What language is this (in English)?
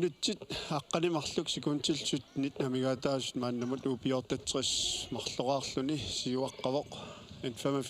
Kalaallisut